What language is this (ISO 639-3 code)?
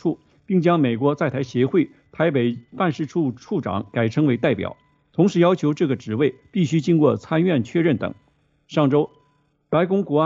zho